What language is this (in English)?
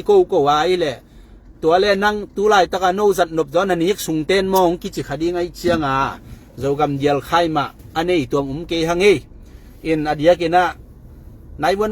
Tedim Chin